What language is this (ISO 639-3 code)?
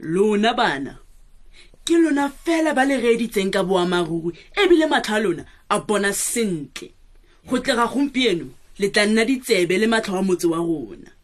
tsn